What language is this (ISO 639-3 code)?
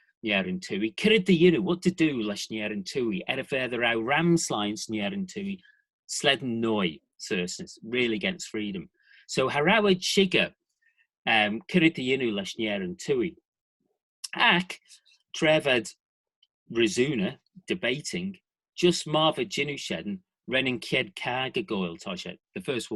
glv